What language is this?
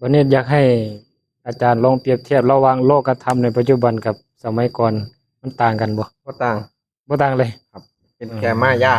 Lao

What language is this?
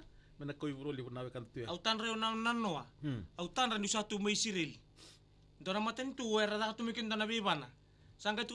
Fijian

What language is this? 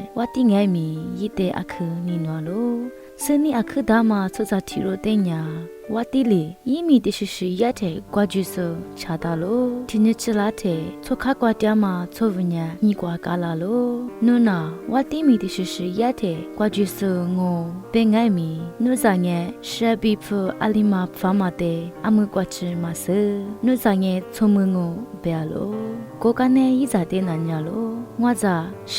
Lisu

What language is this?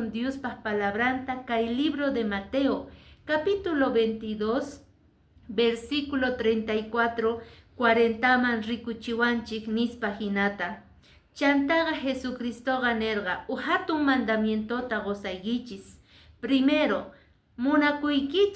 Quechua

